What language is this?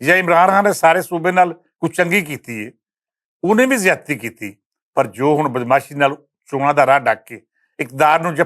Western Panjabi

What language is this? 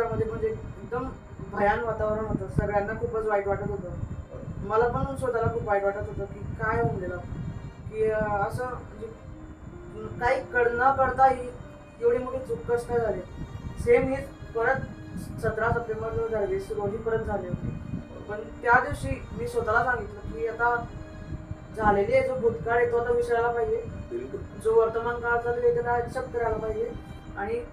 Marathi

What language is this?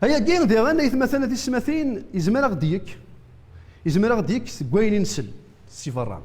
Kabyle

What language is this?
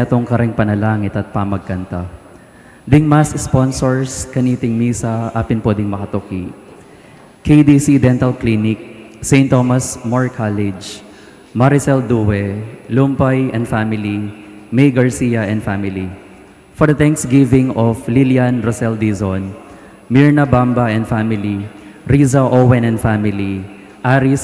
Pampanga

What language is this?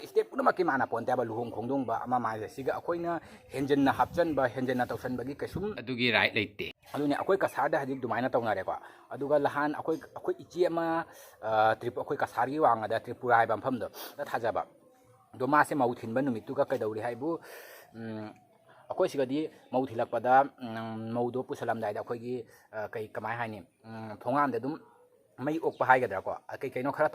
Manipuri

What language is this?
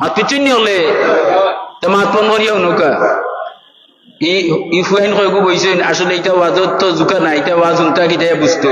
Sylheti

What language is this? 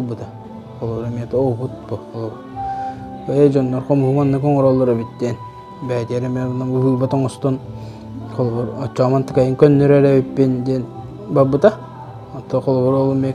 Yakut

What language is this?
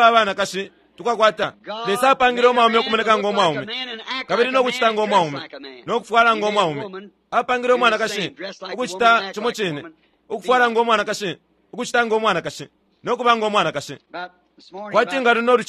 Bemba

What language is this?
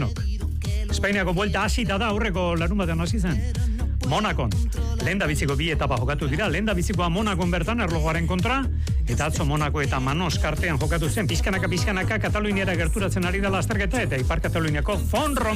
Basque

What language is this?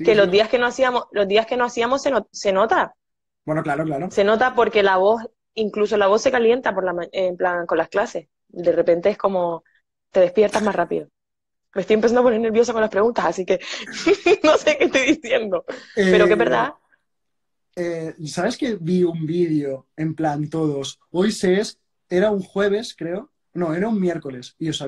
Spanish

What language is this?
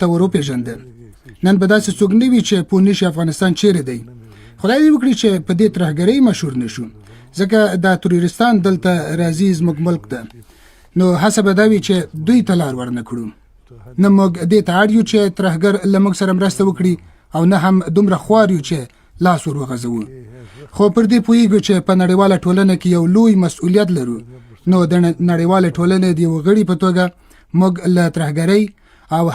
Pashto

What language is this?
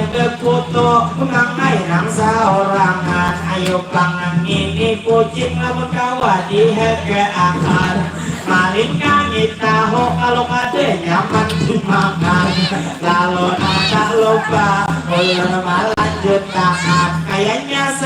Banjar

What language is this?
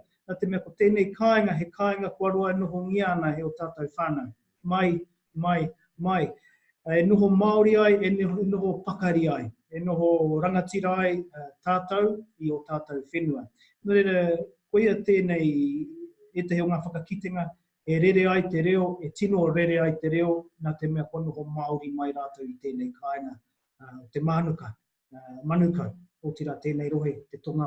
Māori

